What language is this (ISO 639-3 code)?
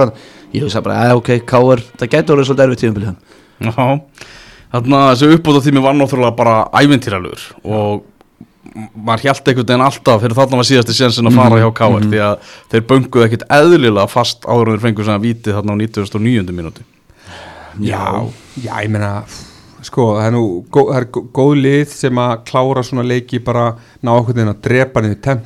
isl